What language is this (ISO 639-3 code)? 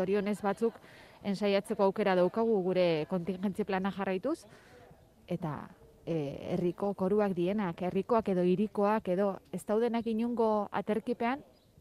eus